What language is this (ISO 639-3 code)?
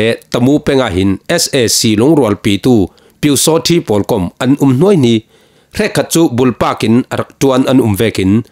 cfm